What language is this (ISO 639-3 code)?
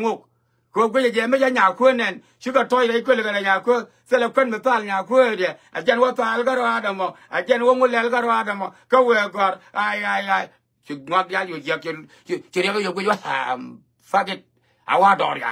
nus